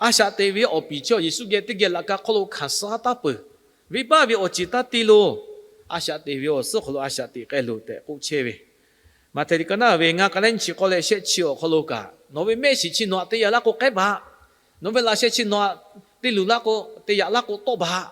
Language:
Lahu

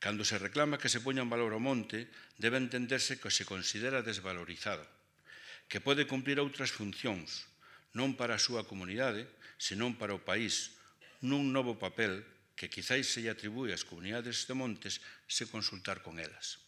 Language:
Galician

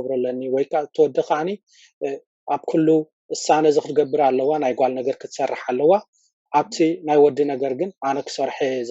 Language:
Tigrinya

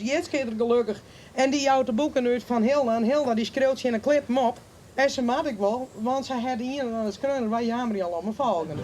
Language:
Western Frisian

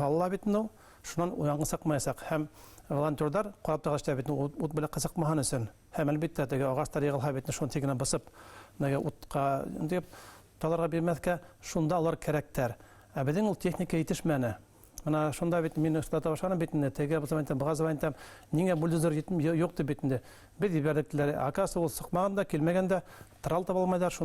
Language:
Bashkir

